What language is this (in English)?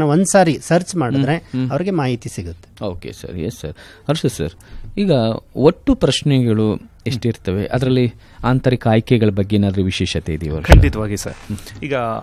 Kannada